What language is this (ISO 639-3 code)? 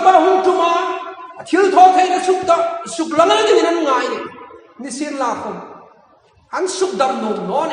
hmr